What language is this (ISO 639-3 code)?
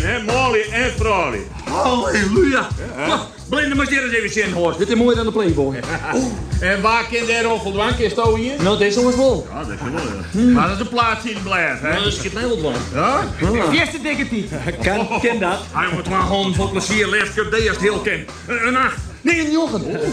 fry